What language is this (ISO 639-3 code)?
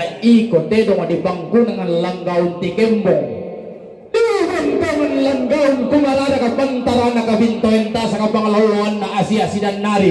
sda